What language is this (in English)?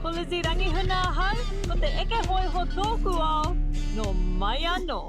Māori